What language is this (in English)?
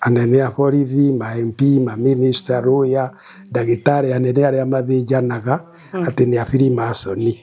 Kikuyu